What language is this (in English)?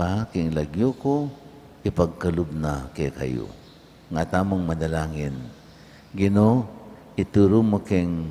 Pampanga